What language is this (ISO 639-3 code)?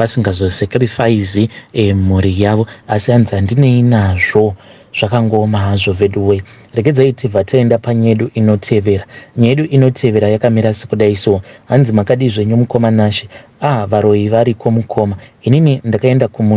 sna